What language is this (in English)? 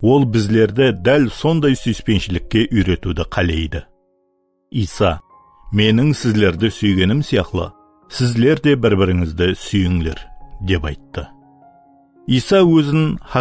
Kara-Kalpak